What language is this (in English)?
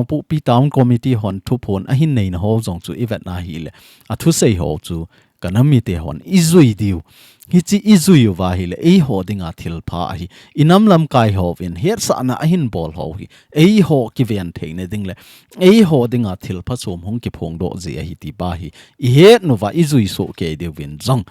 Thado Chin